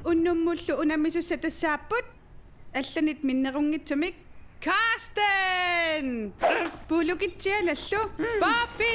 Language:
Kalaallisut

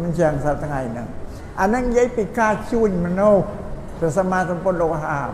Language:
Khmer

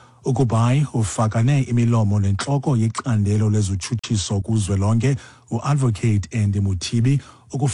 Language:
Xhosa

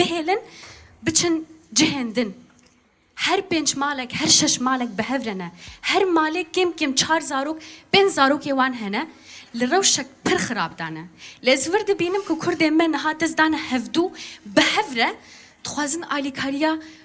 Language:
Kurdish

